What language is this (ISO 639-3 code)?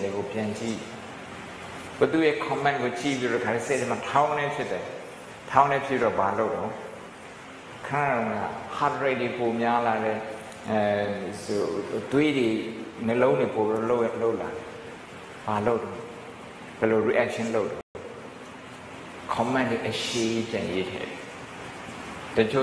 mya